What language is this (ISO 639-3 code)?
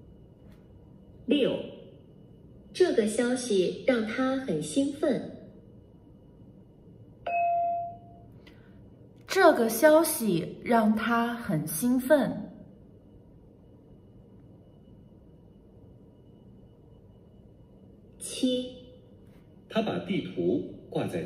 zho